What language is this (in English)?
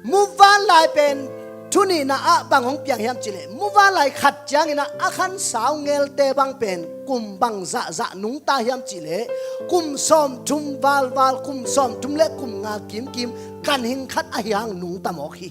Tedim Chin